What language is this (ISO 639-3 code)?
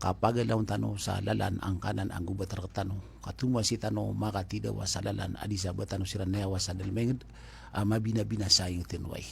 mrw